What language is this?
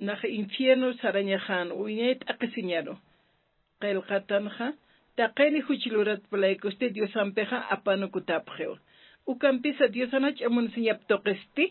Aymara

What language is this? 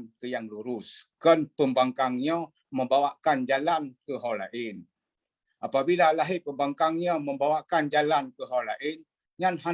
Achinese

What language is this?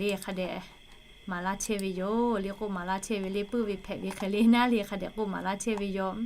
Lahu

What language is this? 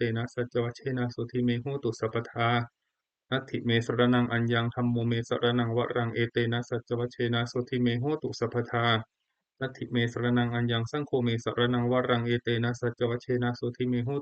Pali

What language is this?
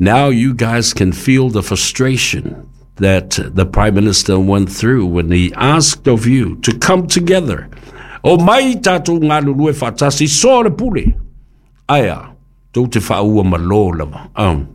Samoan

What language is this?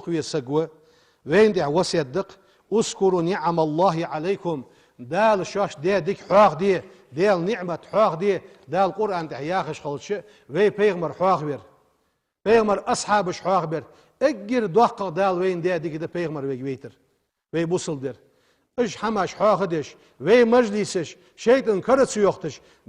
Ingush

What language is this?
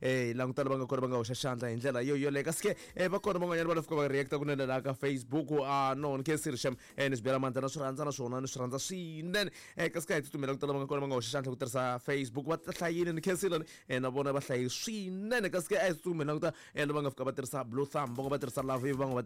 Tsonga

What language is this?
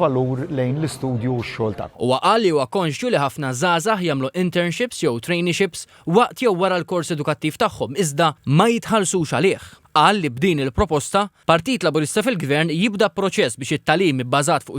Maltese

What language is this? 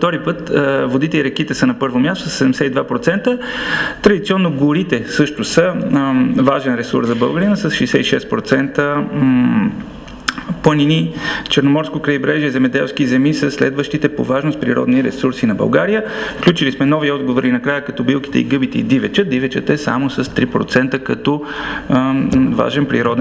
Bulgarian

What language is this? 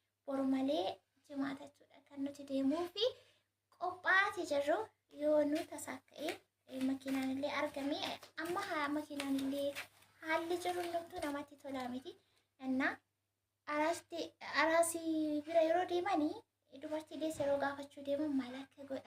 Oromo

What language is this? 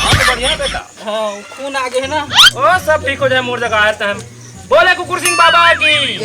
Chhattisgarhi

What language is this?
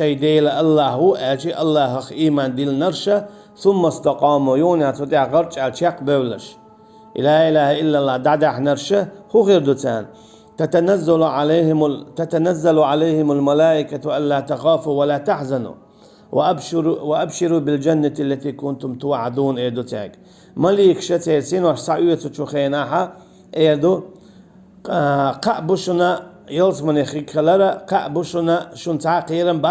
Chechen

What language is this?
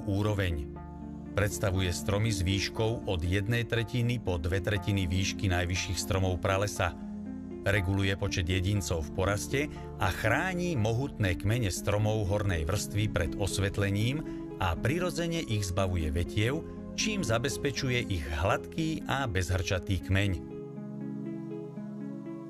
Slovak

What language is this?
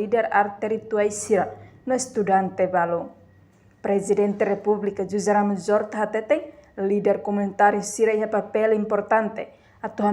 Tetum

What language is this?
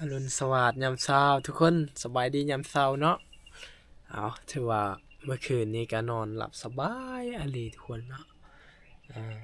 Lao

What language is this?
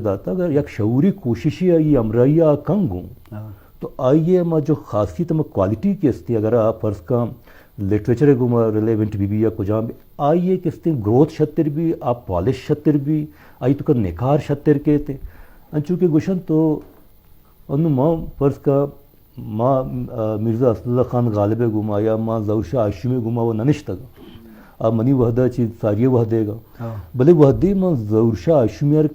Eastern Balochi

